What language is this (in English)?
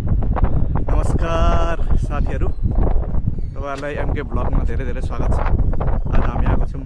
Nepali